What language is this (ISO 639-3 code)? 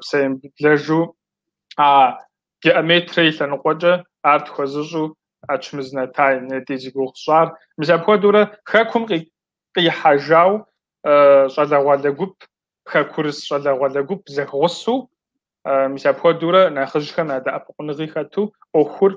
kbd